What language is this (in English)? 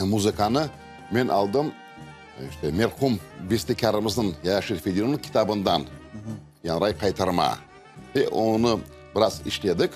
Crimean Tatar